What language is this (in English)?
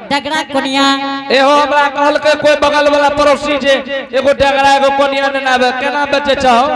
Angika